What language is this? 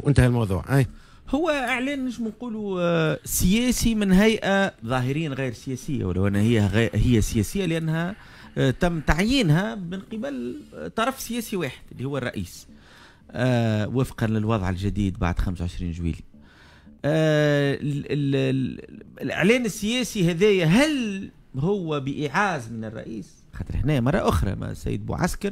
Tunisian Arabic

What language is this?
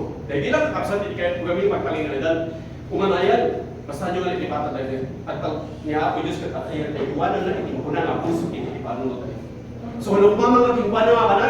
Iloko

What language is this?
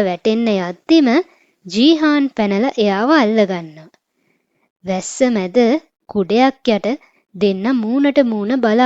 Sinhala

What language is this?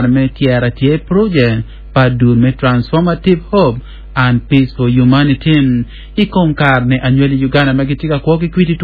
Acoli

